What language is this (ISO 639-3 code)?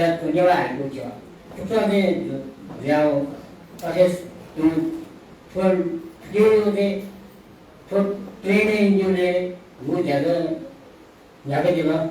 new